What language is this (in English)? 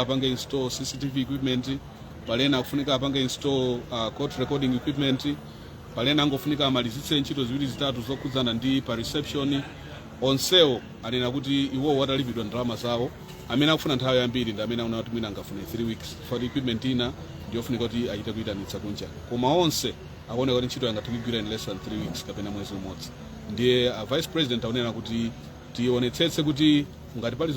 Nyanja